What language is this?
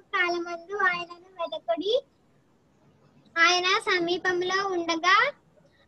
Telugu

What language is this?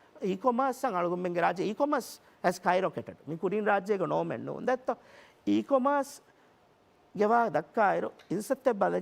Divehi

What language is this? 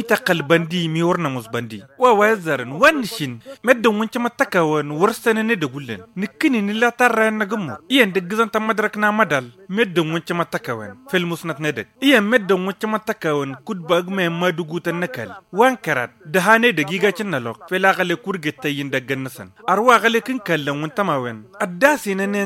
Tamasheq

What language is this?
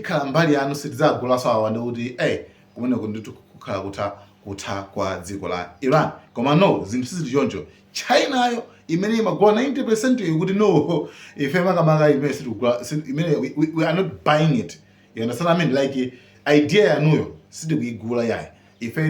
Nyanja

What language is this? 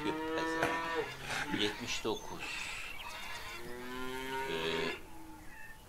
Turkish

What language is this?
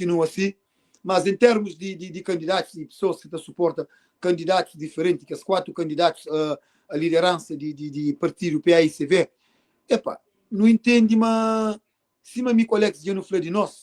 Kabuverdianu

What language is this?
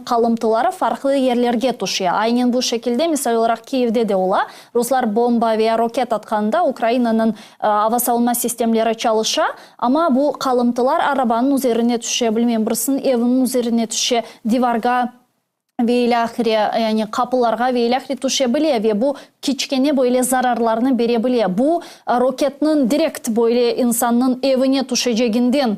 Crimean Tatar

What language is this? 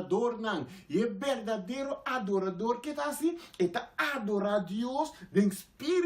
Papiamento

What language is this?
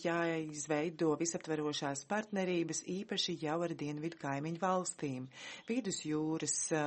Latvian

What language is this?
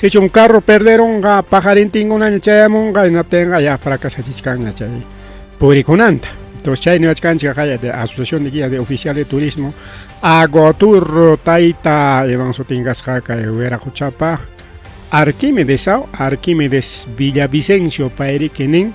Ayacucho Quechua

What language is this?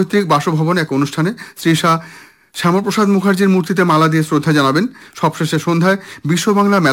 Bangla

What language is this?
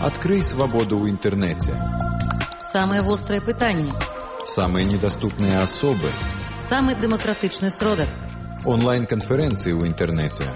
Belarusian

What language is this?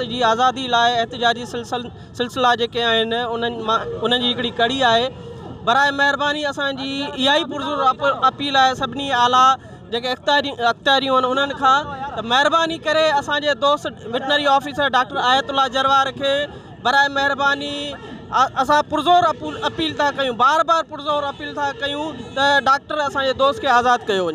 Sindhi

